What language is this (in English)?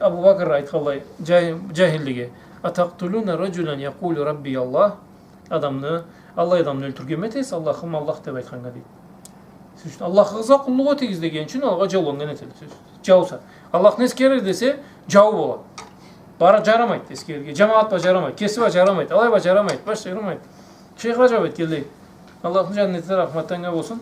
Karachay-Balkar